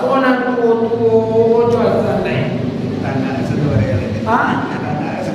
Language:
Minangkabau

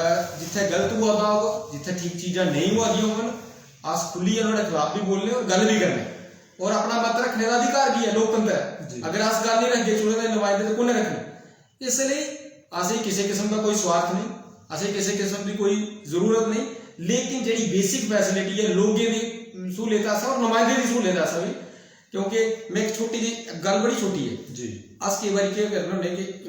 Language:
Dogri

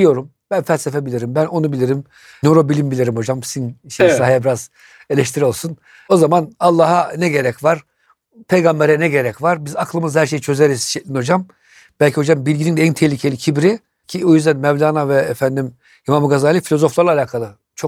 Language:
Turkish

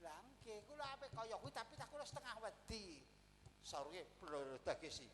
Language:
Javanese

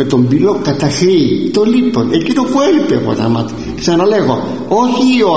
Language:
Greek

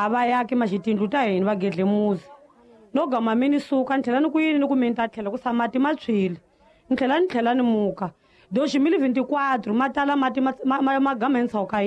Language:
Tsonga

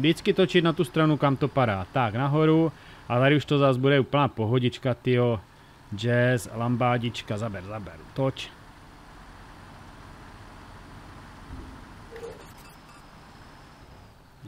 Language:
Czech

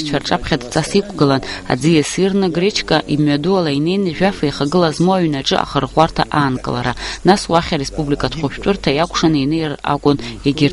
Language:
Abkhazian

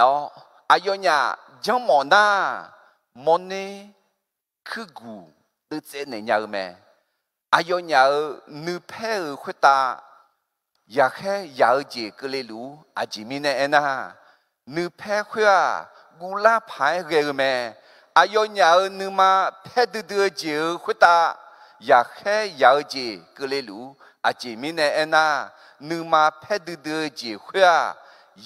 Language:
Akha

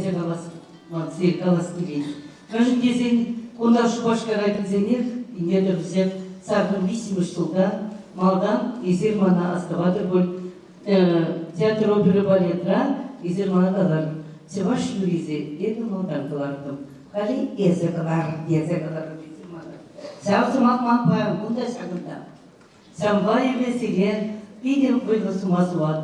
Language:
Chuvash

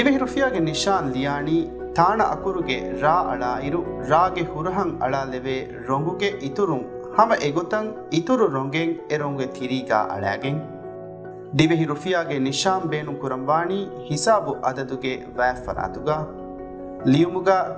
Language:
Divehi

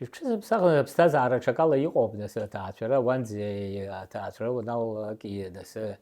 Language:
Abkhazian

